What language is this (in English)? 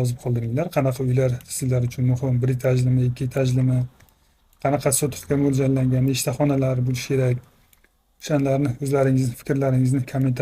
Uzbek